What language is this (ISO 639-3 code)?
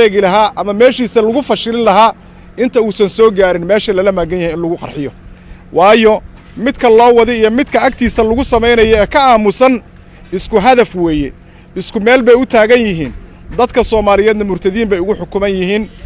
som